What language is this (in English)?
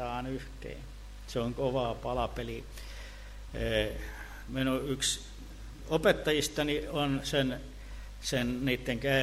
Finnish